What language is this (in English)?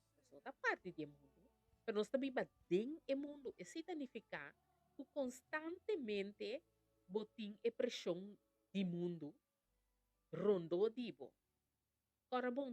Papiamento